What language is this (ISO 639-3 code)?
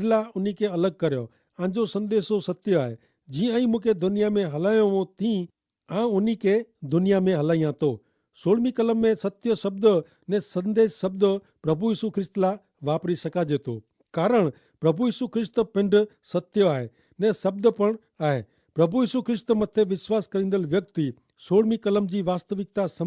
kfr